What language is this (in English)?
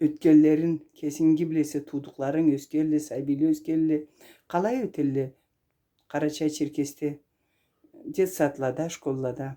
Karachay-Balkar